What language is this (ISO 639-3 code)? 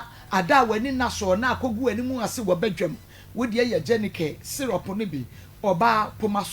aka